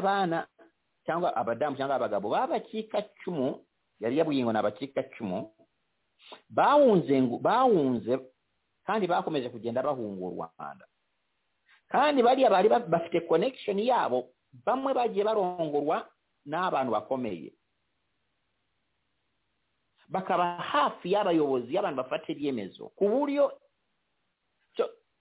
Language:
Kinyarwanda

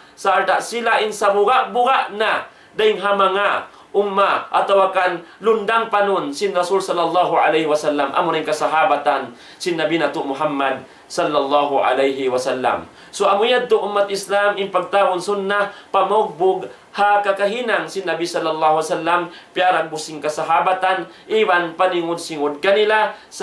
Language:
Tausug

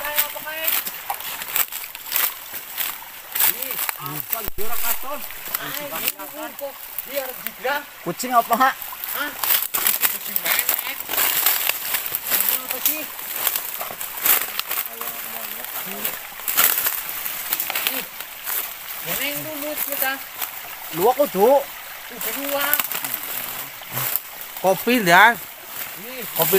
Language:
Indonesian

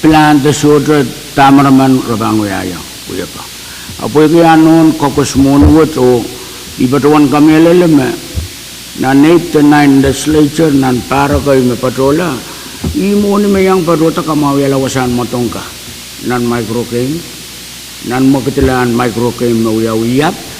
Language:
Pohnpeian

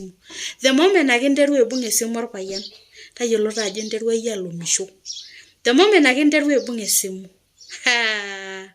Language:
Masai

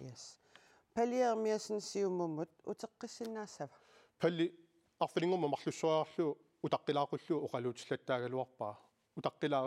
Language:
Kalaallisut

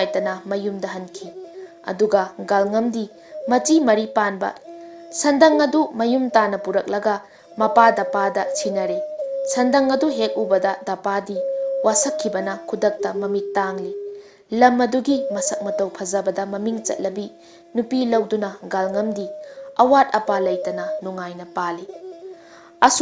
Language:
Manipuri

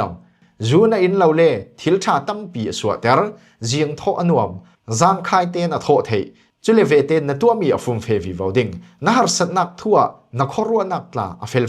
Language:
Falam Chin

